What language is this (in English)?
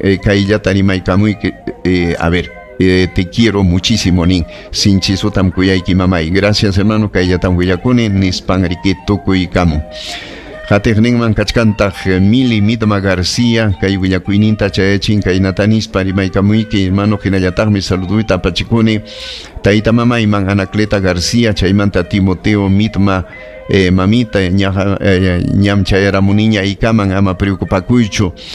Ayacucho Quechua